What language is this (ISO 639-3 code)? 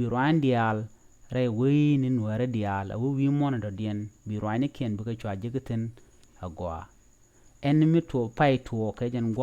nus